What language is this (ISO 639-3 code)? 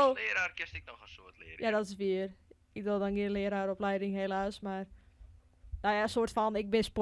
fry